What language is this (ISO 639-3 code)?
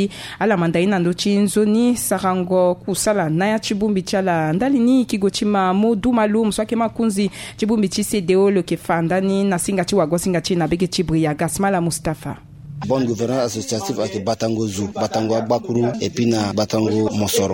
sag